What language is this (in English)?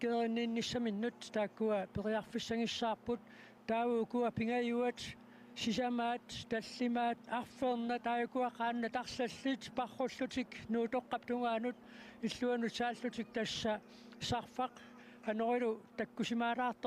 Kalaallisut